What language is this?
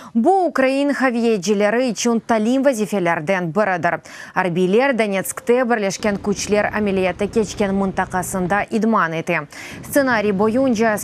Crimean Tatar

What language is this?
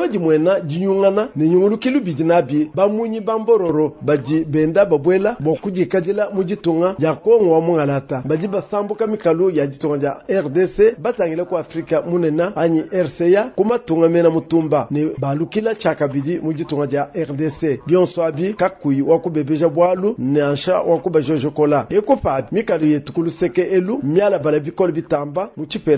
Luba-Lulua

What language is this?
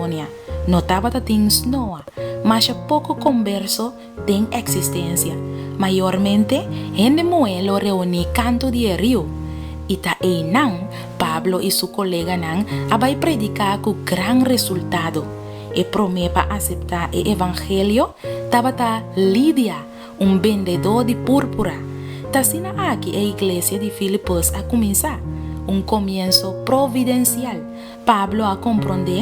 Papiamento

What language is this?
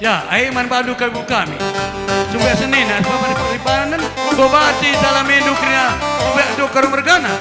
Batak Karo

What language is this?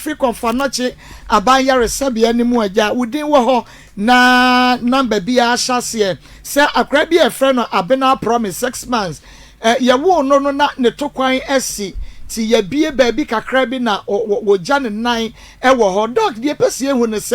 Akan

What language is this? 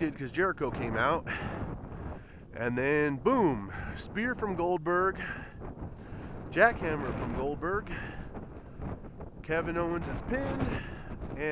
English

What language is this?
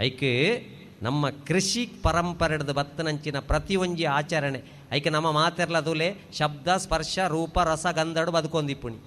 Tulu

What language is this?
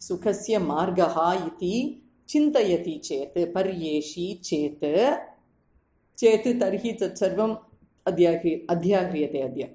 Sanskrit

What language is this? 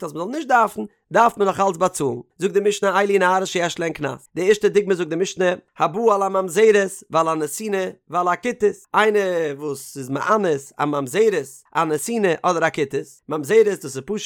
Yiddish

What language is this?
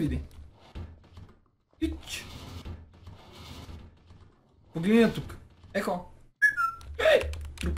Bulgarian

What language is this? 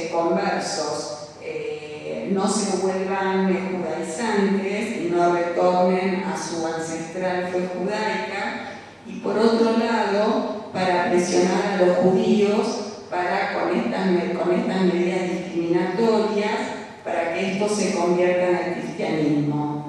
Ladino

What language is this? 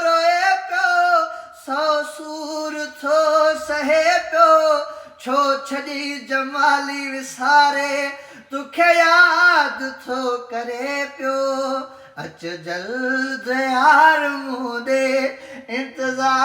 Sindhi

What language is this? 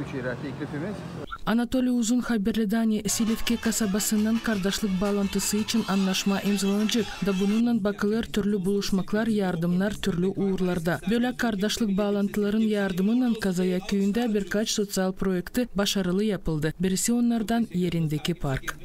Gagauz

